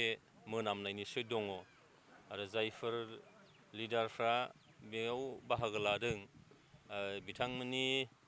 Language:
Bodo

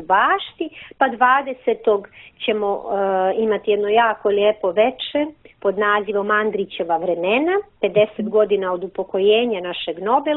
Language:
Serbian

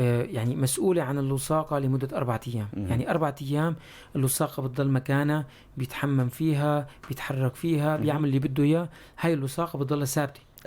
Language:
North Levantine Arabic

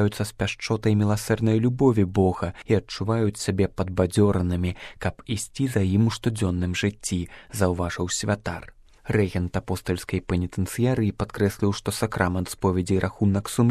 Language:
Belarusian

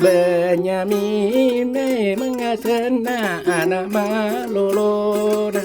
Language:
Buginese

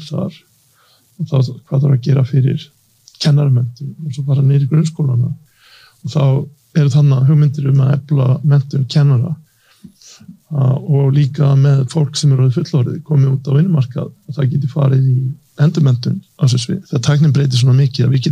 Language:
Icelandic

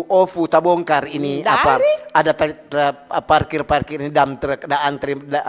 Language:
Manado Malay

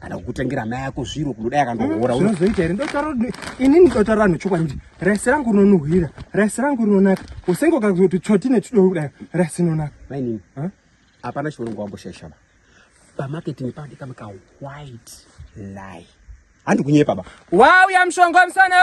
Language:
Shona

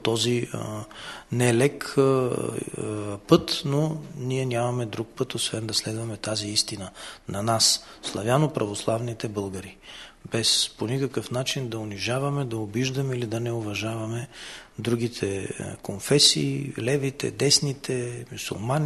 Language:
Bulgarian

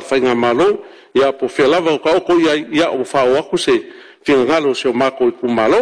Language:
Samoan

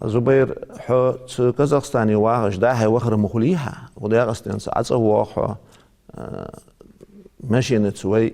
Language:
Ingush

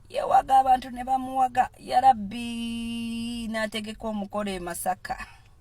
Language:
Ganda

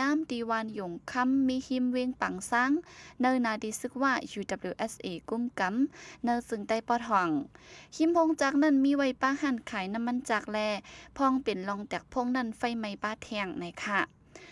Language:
Shan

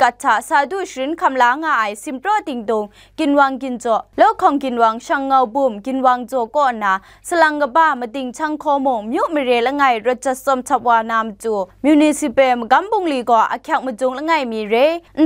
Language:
Kachin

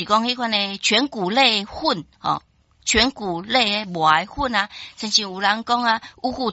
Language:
Min Nan Chinese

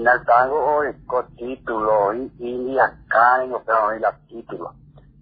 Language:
Guarani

